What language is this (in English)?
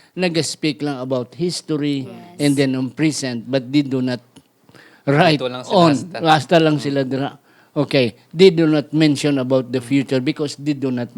Hiligaynon